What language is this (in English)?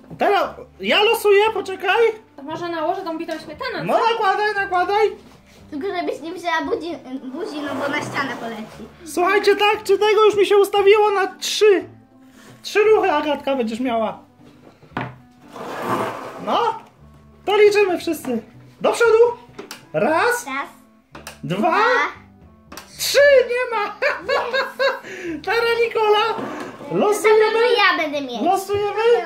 Polish